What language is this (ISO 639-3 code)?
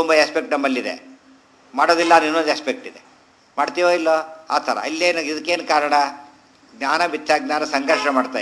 kan